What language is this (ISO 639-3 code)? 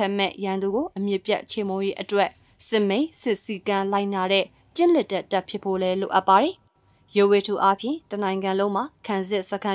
mya